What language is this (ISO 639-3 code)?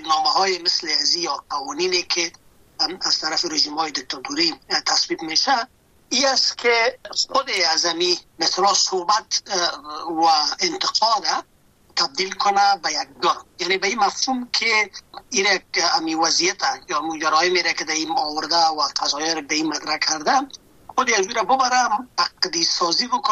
fas